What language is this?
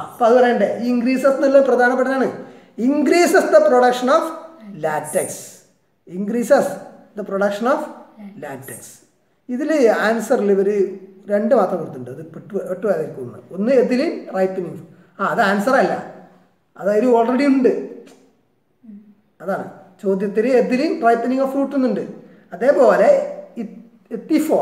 Malayalam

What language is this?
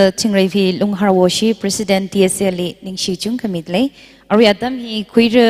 Tangkhul Naga (India)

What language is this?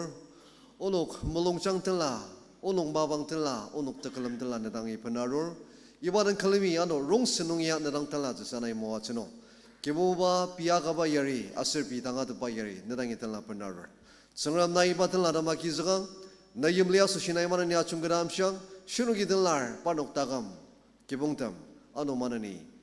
Ao Naga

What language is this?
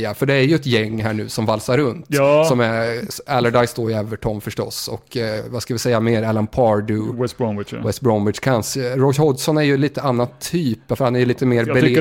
Swedish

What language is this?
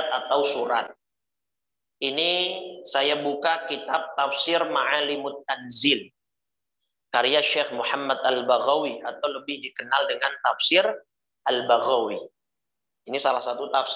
Indonesian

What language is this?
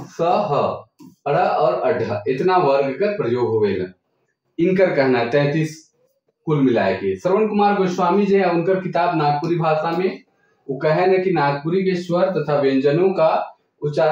Sadri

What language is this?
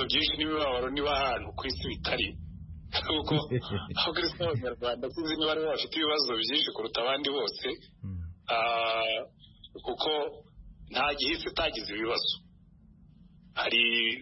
Kinyarwanda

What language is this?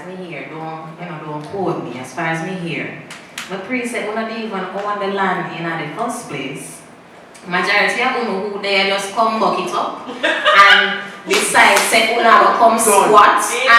Jamaican Creole English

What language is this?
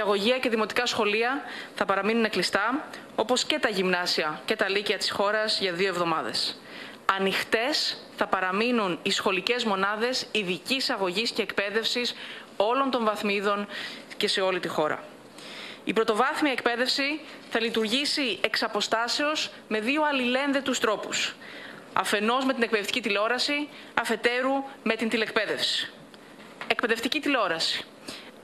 Greek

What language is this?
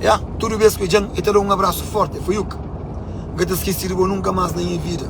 Kabuverdianu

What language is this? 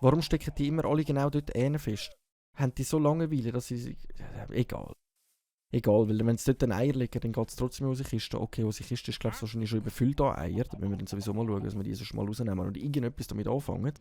Swiss German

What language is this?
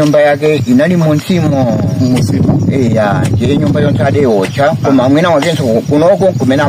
Nyanja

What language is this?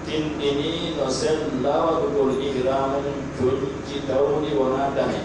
Pular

